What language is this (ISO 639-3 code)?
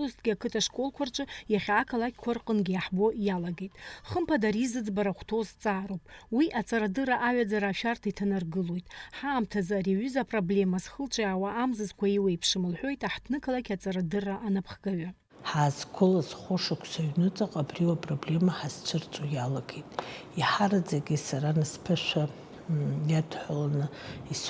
abk